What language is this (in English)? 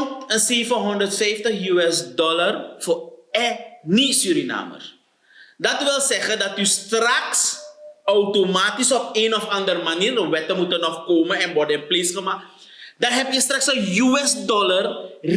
Sranan Tongo